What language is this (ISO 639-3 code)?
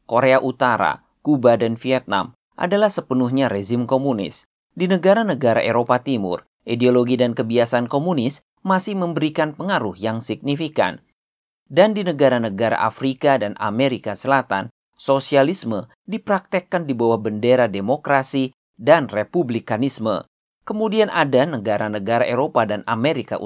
ind